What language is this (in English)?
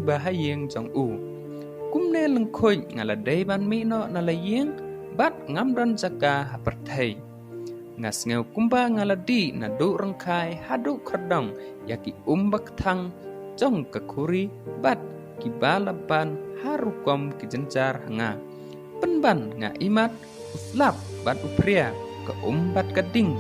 Khasi